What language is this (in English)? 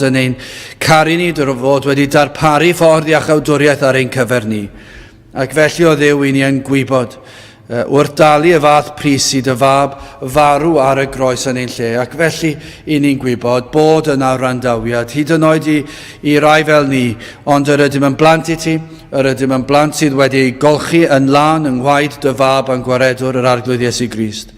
Welsh